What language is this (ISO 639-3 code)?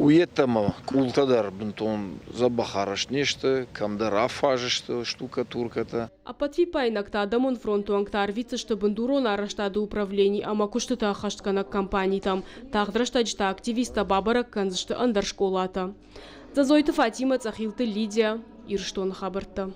oss